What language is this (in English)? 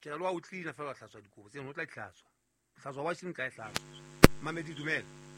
Southern Sotho